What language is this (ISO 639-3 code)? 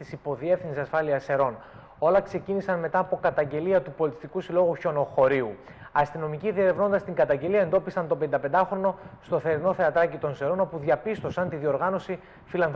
ell